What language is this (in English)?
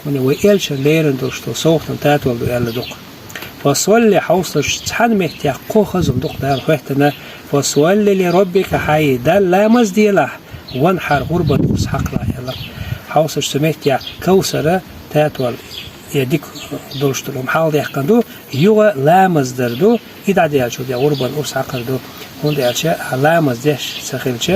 Chechen